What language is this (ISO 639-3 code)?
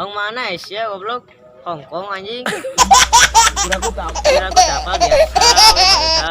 sun